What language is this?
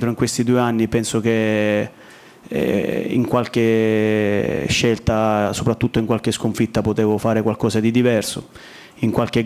Italian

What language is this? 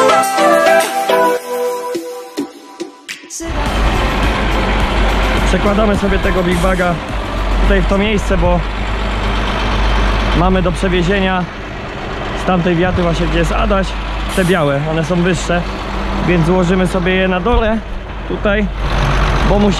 Polish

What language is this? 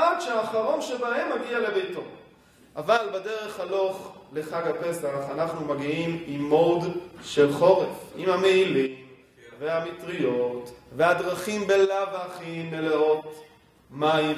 Hebrew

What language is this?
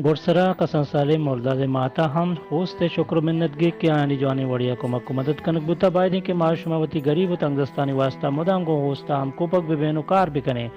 Baluchi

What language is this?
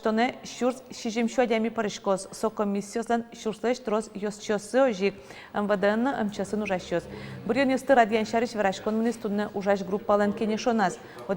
Udmurt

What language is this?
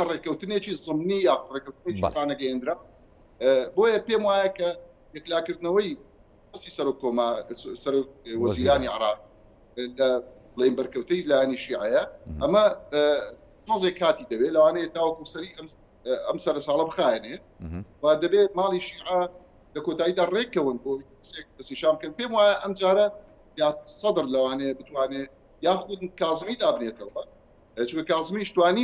Central Kurdish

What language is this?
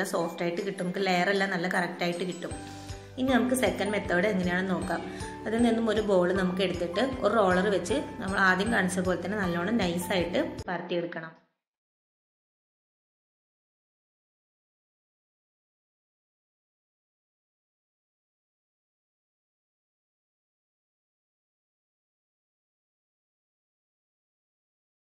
Malayalam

